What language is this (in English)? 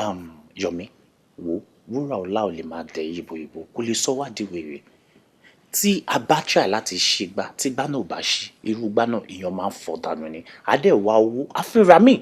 Yoruba